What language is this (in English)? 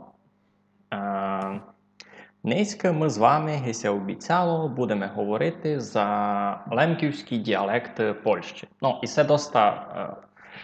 Rusyn